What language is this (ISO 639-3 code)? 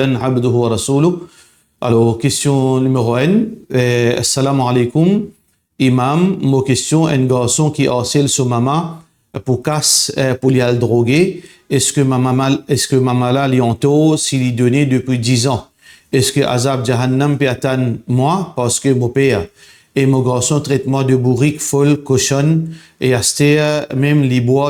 mfe